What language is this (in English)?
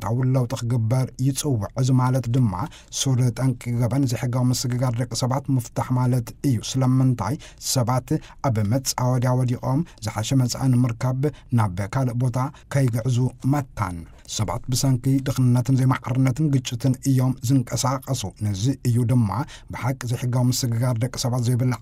Tigrinya